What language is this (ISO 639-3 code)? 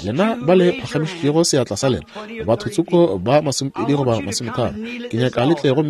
nso